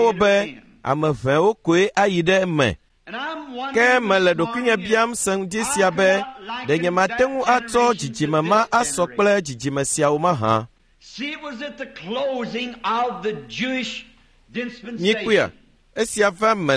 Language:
Ewe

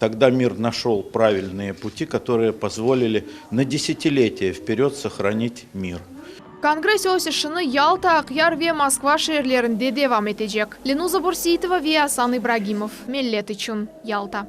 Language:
Crimean Tatar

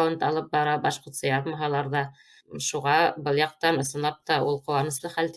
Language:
Bashkir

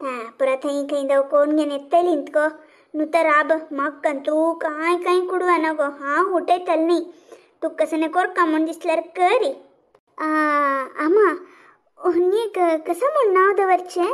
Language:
Konkani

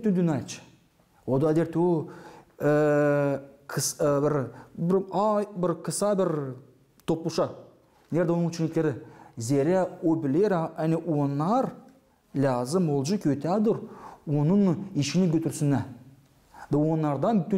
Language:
Gagauz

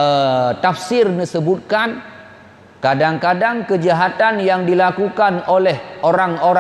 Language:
Achinese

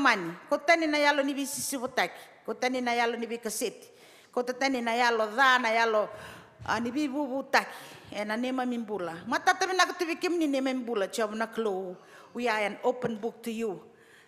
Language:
Fijian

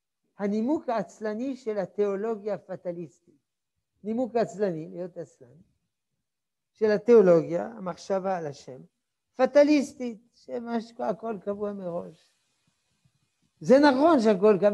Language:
Hebrew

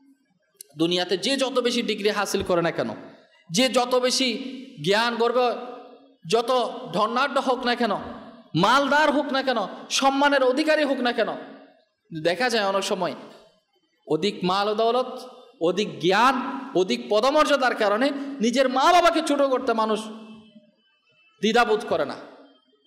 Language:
Bangla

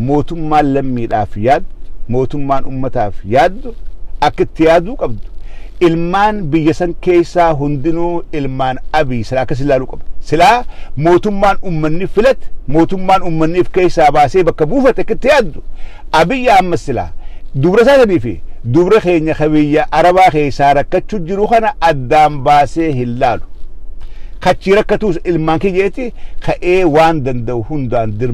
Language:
Oromo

